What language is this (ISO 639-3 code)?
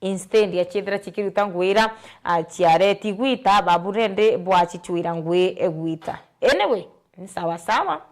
mer